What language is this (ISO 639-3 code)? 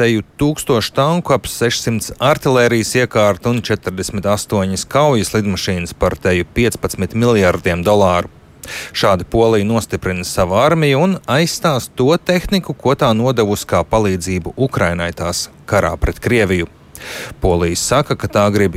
lav